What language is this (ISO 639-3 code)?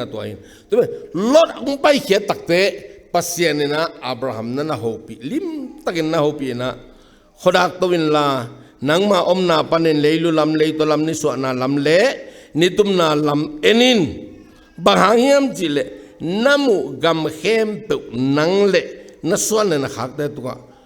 ctd